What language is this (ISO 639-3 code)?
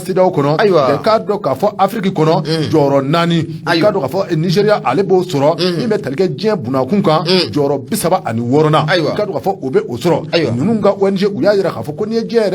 bam